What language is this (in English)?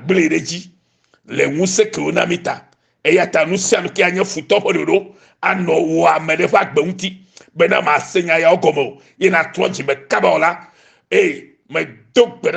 Ewe